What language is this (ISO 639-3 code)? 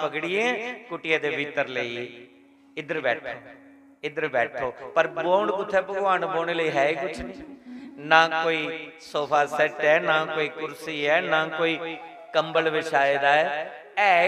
doi